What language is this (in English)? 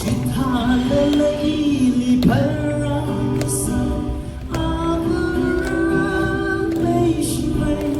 Tangkhul Naga (India)